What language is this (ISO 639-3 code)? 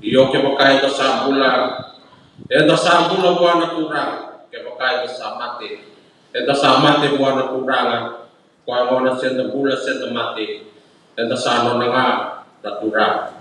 fij